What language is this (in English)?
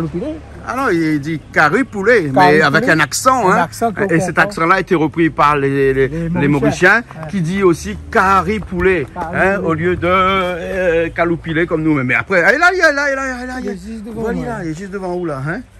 Réunion Creole French